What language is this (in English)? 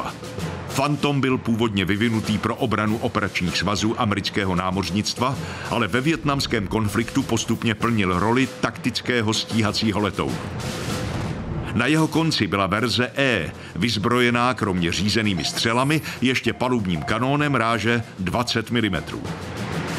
Czech